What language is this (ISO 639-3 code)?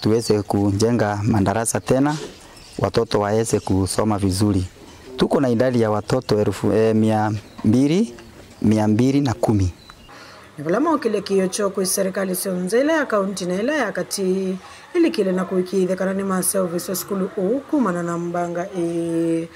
kam